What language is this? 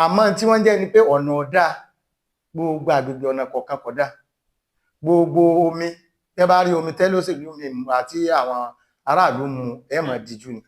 Yoruba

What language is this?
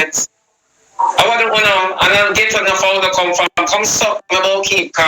Jamaican Creole English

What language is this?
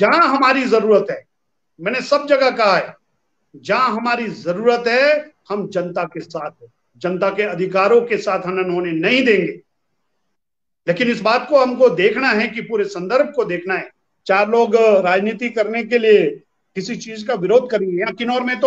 Hindi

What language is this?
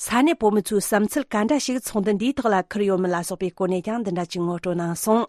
Tibetan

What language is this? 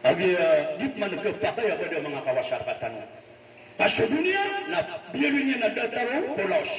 Maranao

